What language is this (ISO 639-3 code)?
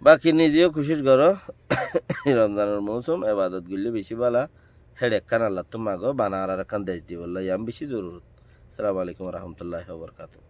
rhg